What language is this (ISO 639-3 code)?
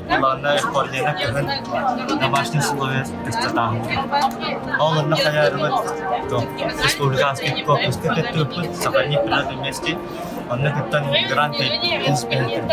sah